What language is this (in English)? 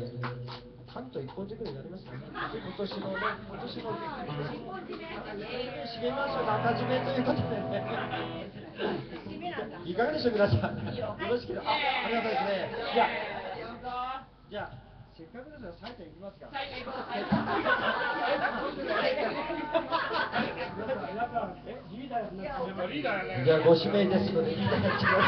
Japanese